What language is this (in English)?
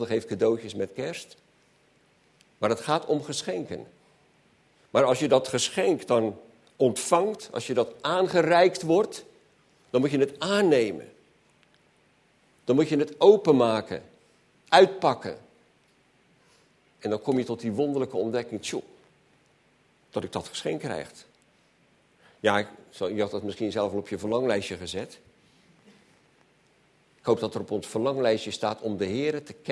Dutch